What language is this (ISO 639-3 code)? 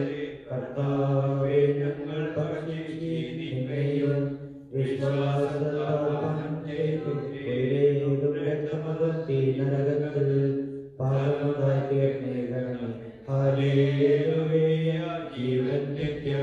mal